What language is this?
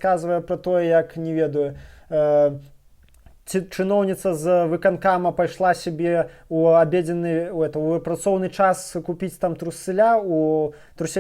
Belarusian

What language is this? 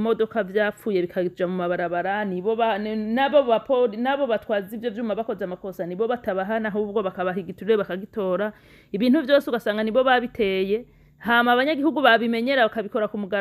Rundi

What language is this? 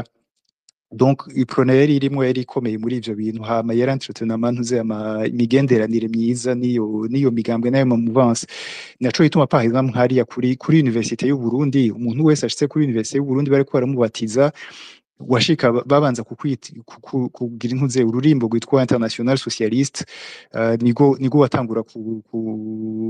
Rundi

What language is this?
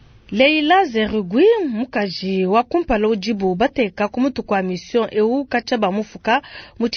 Luba-Lulua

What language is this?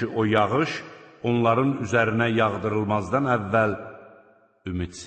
Azerbaijani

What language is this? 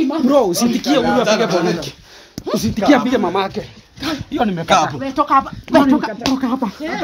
Swahili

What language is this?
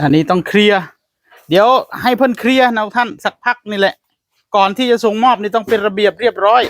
Northeastern Thai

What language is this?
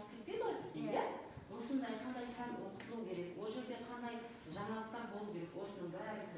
Kazakh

